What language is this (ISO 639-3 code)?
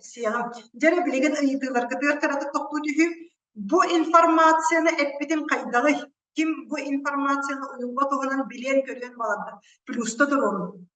sah